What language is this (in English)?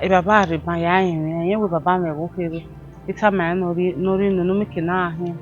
Bini